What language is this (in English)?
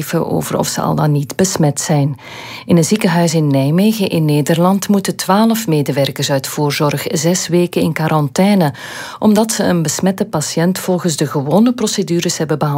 Dutch